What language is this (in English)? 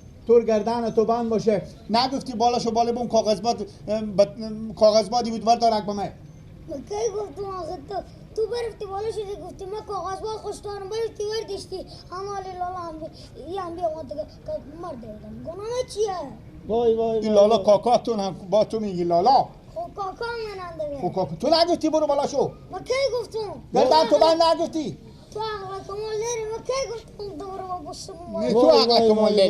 Persian